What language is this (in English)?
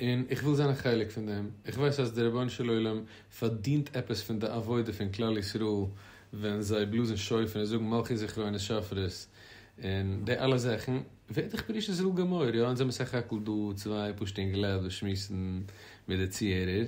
Yiddish